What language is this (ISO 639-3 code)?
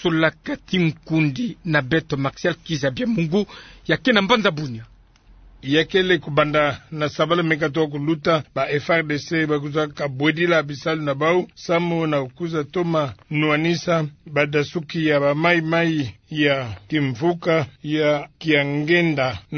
ktu